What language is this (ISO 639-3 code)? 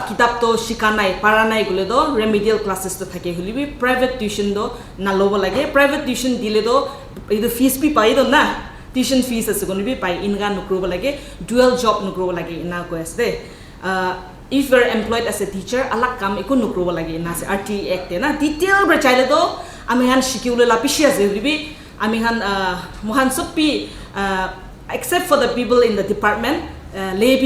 nag